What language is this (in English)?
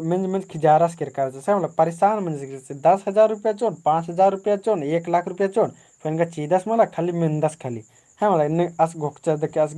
Kurukh